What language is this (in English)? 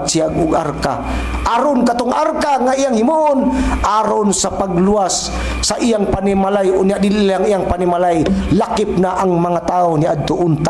Cebuano